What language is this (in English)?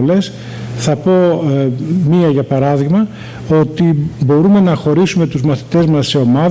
Greek